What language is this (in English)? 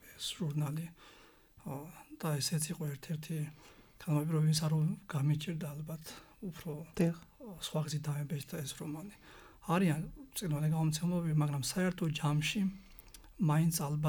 Georgian